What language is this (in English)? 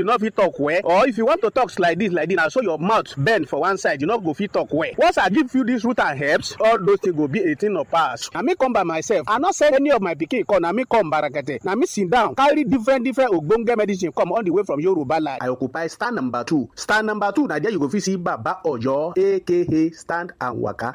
Nigerian Pidgin